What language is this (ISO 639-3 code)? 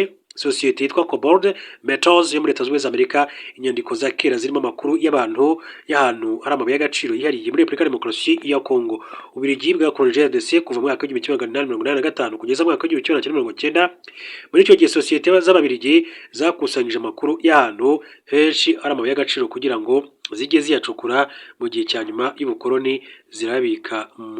kin